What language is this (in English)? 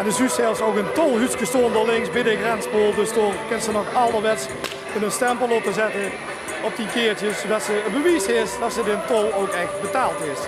Limburgish